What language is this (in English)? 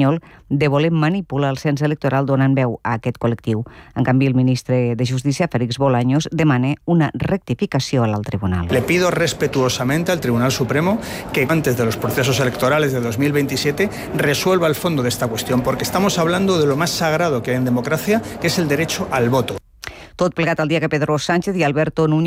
Catalan